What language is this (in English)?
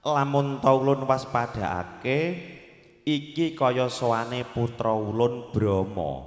Javanese